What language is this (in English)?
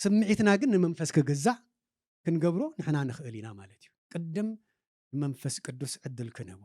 Tigrinya